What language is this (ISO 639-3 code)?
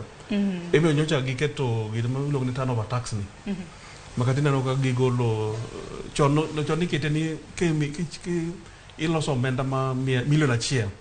luo